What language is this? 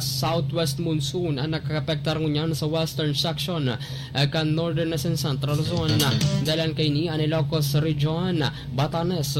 Bikol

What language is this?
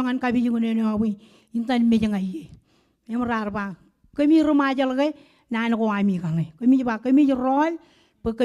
Marshallese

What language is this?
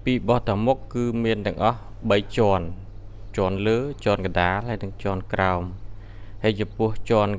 Khmer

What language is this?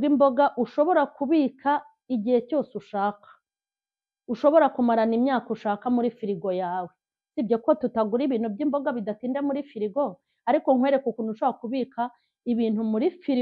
Kinyarwanda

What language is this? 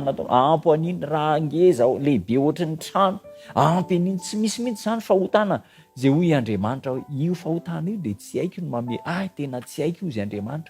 Malagasy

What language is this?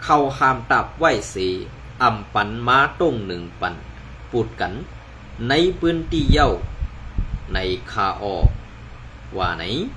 Shan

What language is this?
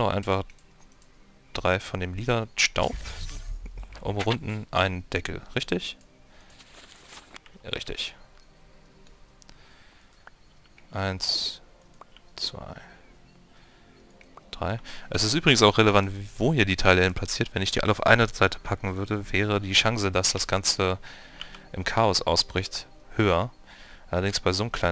German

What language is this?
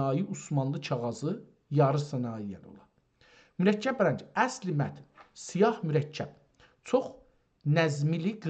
South Azerbaijani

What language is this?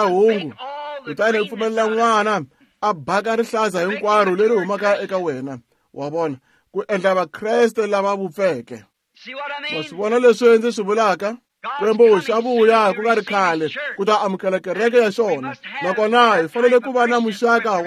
Tsonga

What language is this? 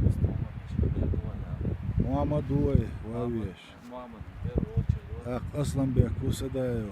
Chechen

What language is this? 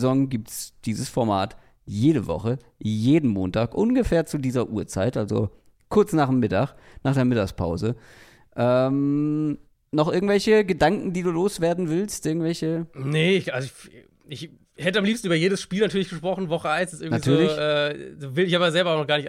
German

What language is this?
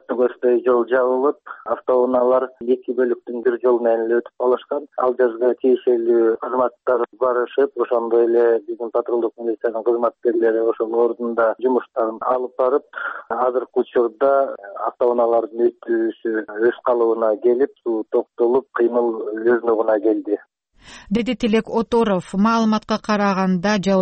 Kyrgyz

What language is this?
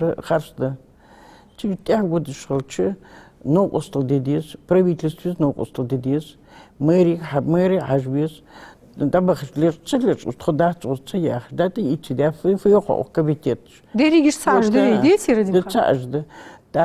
Ingush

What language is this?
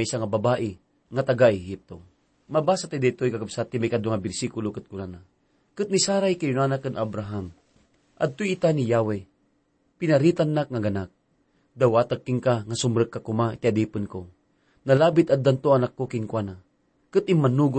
Iloko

